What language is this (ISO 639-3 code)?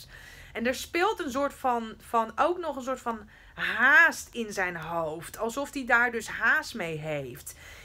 nld